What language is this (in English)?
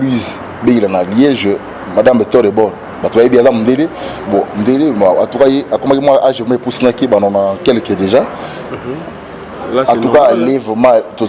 Lingala